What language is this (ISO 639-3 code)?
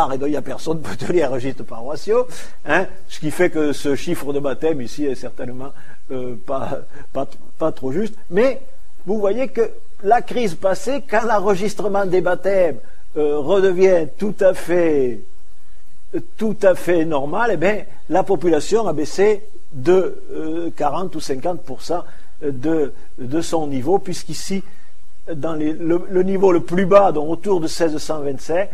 fra